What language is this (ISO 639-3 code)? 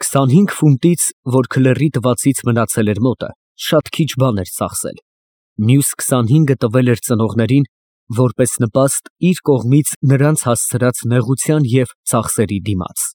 hye